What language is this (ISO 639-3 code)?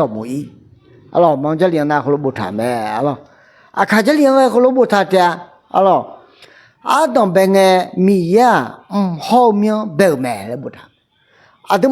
ahk